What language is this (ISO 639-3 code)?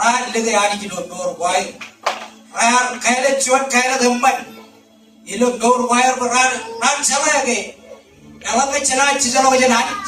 mah